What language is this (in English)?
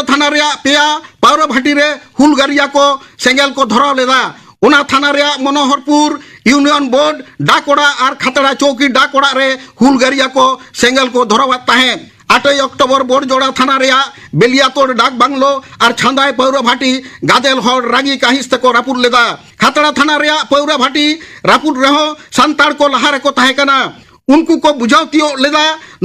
Santali